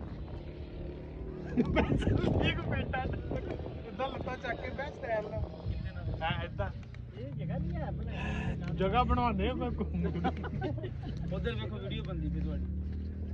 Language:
Punjabi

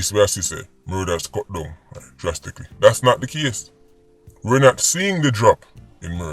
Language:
Jamaican Creole English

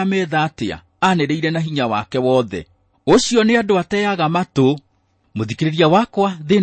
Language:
Kikuyu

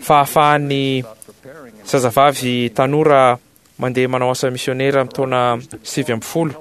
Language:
Malagasy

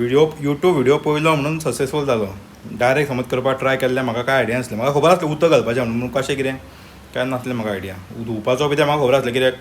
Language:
Konkani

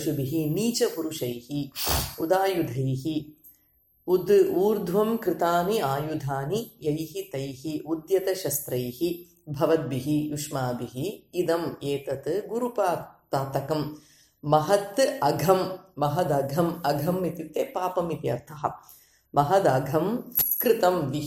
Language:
Sanskrit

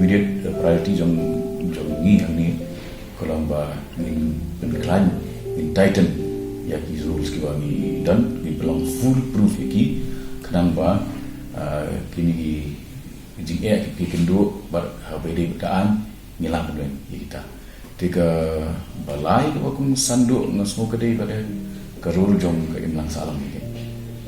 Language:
Khasi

